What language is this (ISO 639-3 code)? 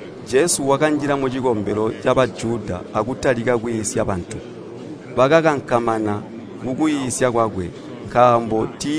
toi